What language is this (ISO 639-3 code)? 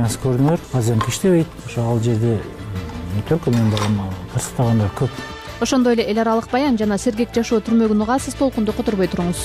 kir